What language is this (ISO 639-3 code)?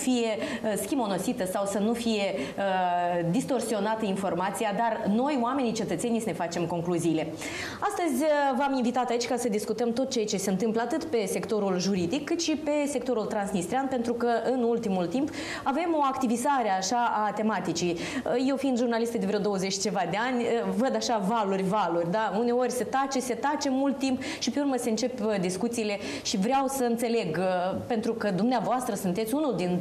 ron